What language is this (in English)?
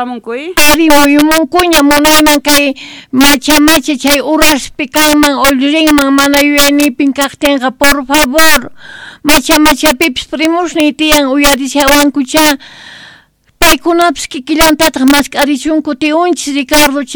Quechua